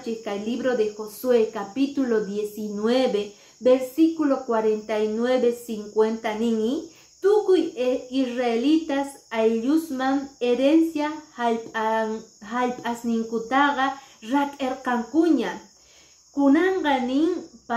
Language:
Quechua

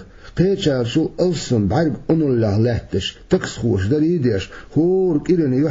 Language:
Chechen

